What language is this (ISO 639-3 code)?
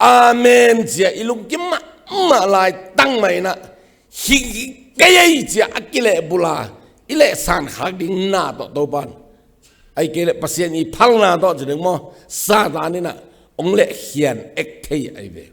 ctd